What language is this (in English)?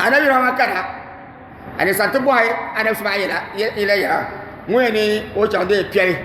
Dagbani